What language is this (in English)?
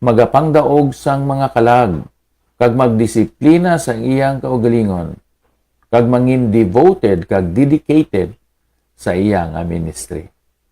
Hiligaynon